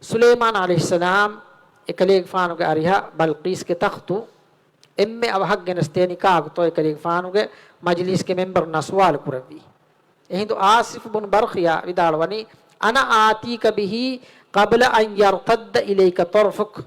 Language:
Divehi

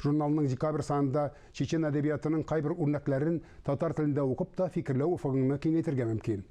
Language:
Tatar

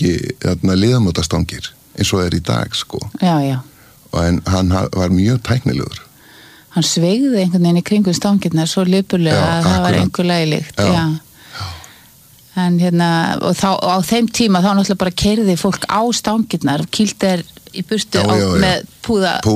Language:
Icelandic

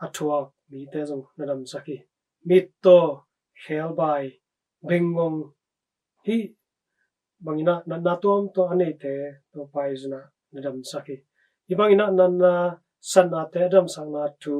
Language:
Tedim Chin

